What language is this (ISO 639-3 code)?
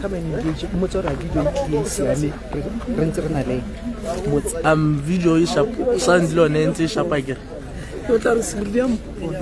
tsn